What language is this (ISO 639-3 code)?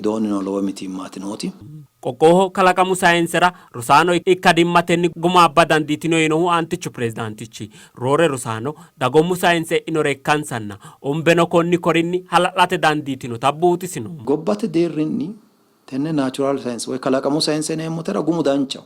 sid